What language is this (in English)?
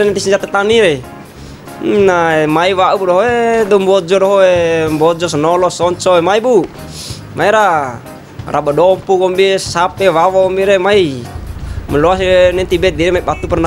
Bima